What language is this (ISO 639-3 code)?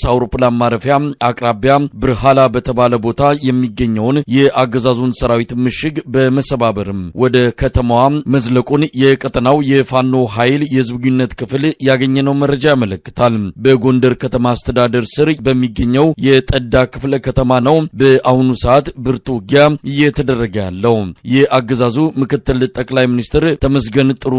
amh